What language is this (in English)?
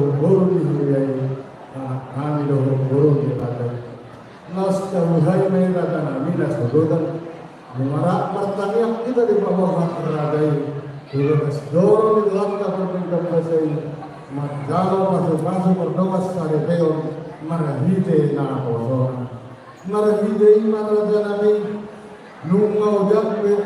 Batak Toba